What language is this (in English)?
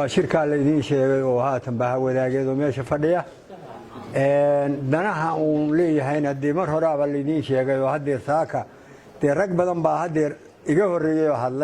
Somali